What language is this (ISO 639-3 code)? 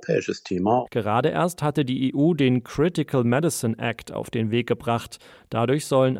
deu